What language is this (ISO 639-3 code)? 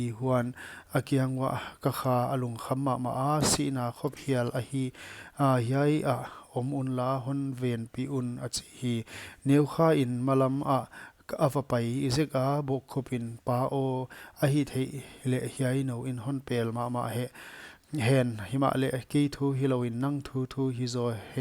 pck